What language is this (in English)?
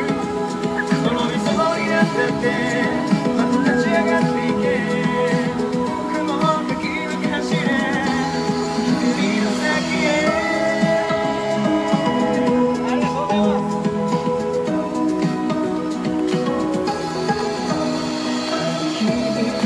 Japanese